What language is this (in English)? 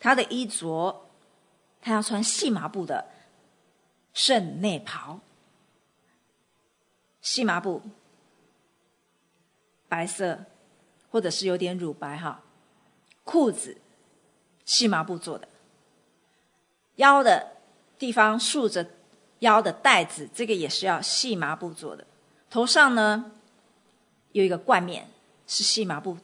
Chinese